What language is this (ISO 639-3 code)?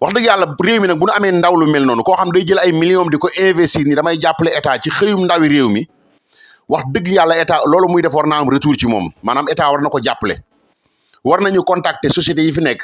wol